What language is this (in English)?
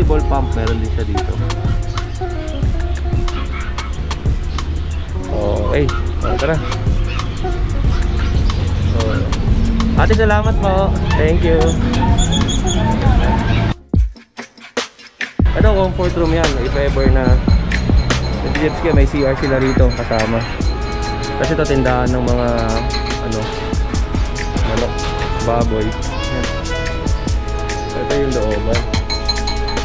Filipino